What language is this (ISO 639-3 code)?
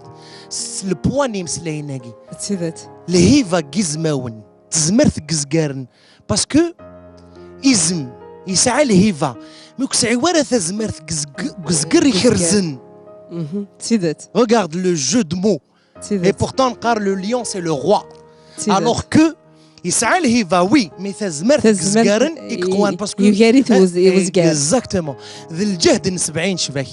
kab